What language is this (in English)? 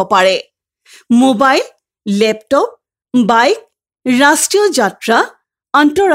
Assamese